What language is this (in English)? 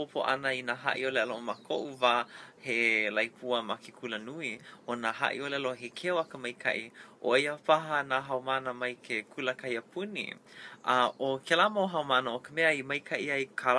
Hawaiian